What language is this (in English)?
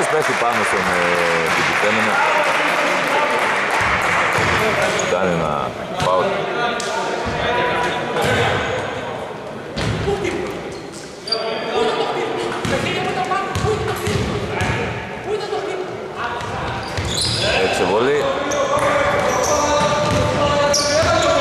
Greek